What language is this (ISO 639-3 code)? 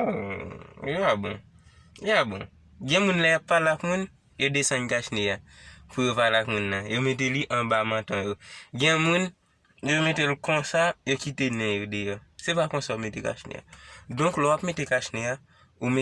hat